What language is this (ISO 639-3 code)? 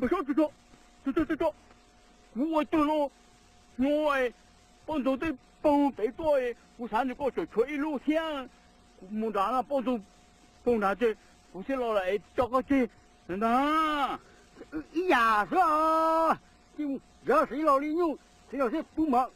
hmn